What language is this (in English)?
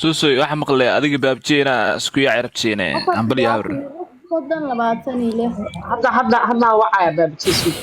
Somali